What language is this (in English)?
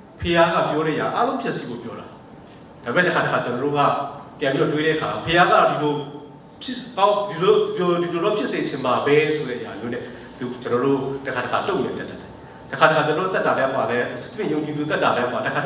Burmese